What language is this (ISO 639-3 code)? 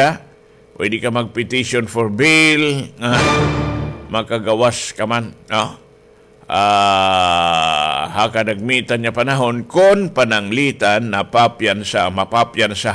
war